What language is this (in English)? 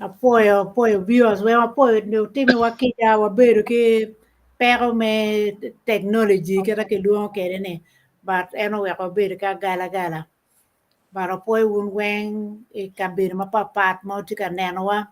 Acoli